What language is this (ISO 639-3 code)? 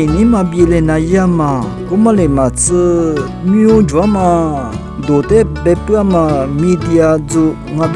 lis